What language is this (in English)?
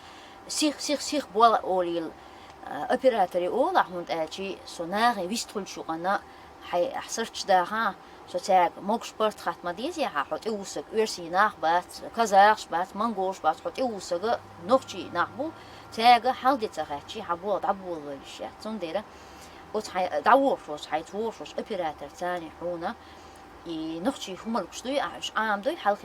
Chechen